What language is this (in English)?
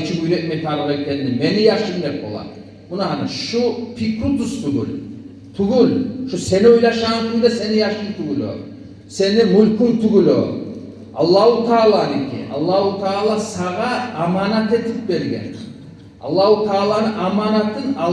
Kumyk